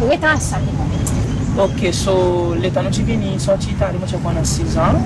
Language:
Seselwa Creole French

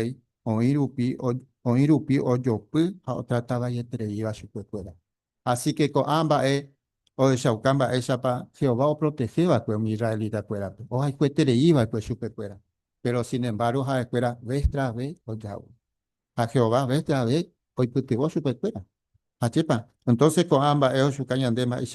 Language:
Guarani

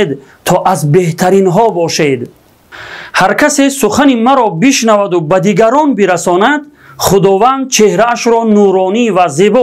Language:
Tajik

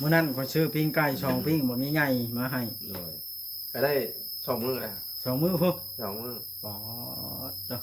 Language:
Northeastern Thai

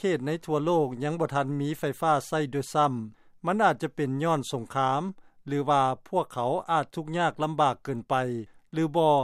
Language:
Lao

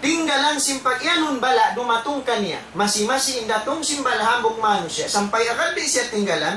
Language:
Tausug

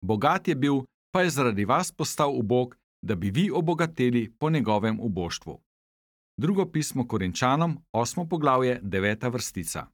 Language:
Slovenian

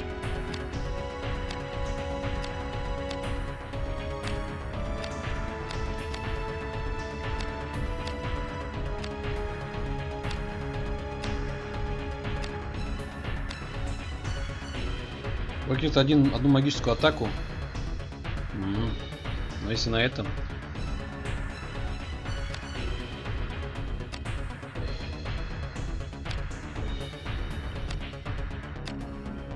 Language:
Russian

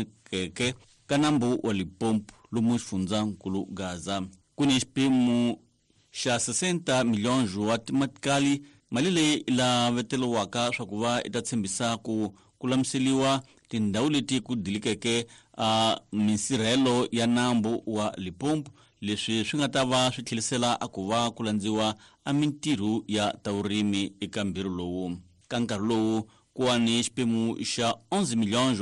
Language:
Tsonga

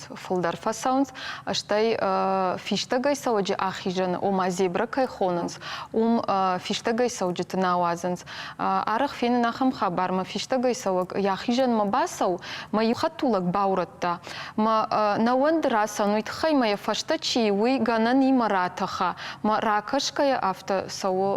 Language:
Ossetic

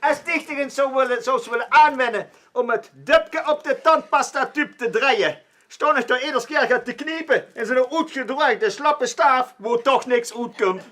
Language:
Limburgish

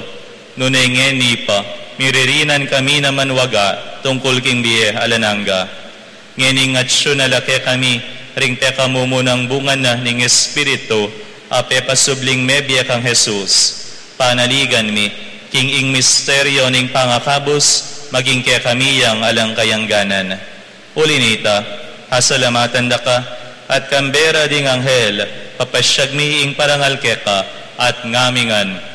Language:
Pampanga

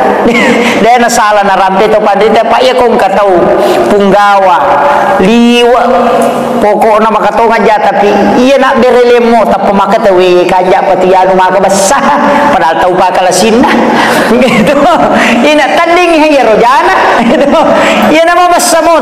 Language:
Buginese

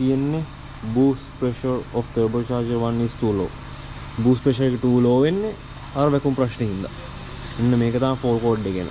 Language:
Sinhala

